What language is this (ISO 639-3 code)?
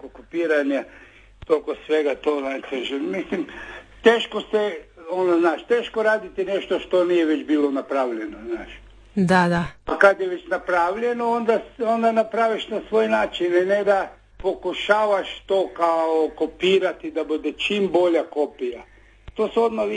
hrv